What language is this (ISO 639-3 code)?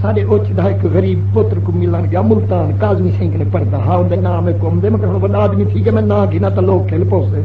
skr